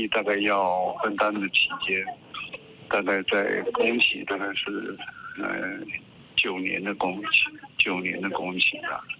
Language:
Min Nan Chinese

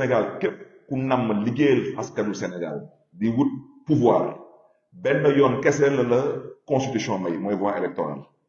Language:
Wolof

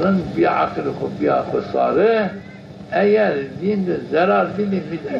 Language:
Zaza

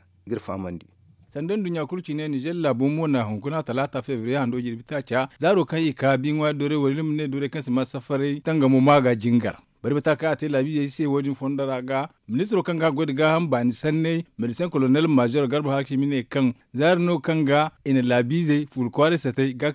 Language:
Zarma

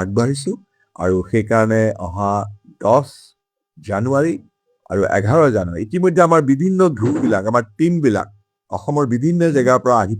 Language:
Assamese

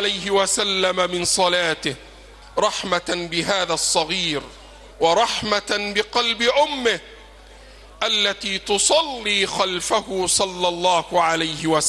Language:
Arabic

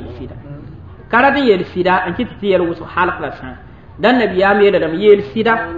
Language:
Mossi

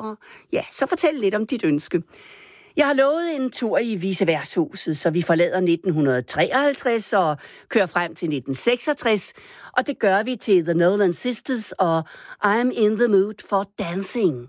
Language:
Danish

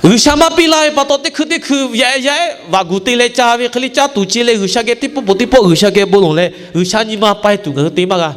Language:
Lahu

